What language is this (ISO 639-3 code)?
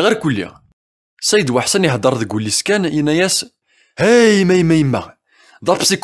kab